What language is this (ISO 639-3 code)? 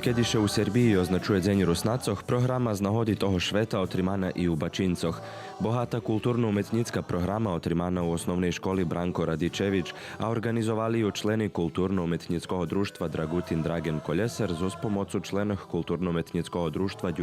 rue